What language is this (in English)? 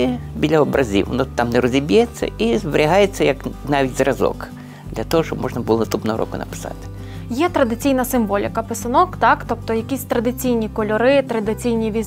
Ukrainian